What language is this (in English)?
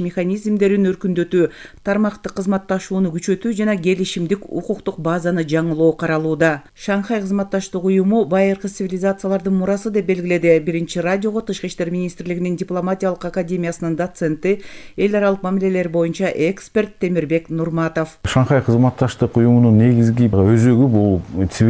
Kyrgyz